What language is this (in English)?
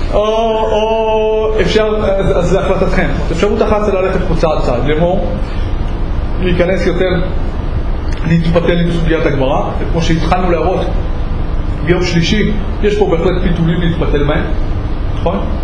Hebrew